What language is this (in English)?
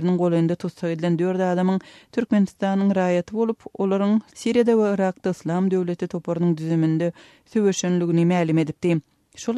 Turkmen